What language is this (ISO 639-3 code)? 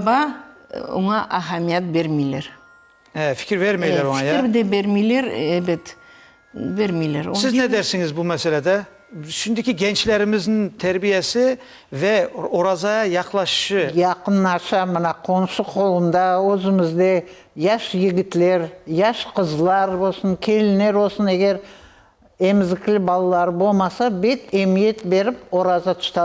crh